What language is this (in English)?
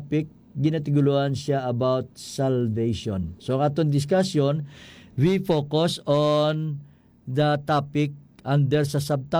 Hiligaynon